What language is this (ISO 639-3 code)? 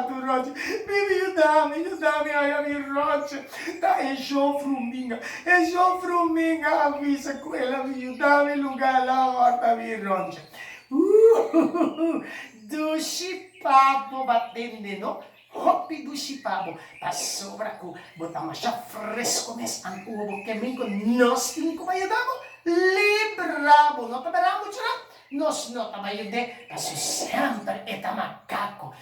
pap